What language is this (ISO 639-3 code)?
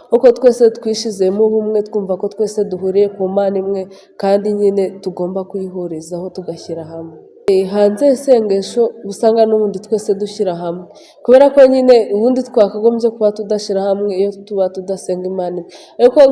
kin